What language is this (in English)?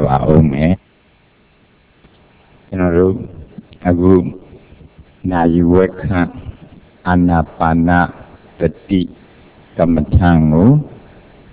Burmese